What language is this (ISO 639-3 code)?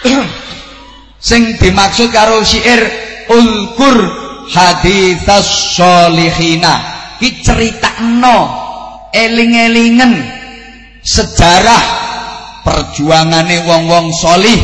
jav